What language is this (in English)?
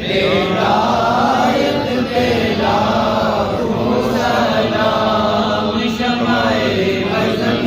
Pahari-Potwari